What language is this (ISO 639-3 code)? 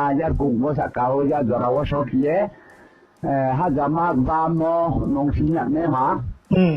ria